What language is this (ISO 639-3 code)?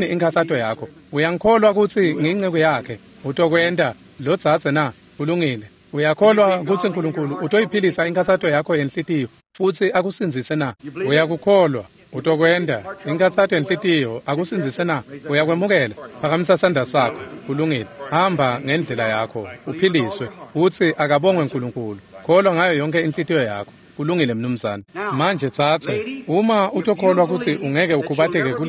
ssw